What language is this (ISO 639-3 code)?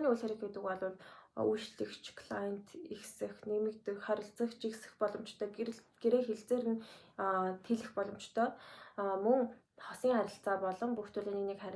mon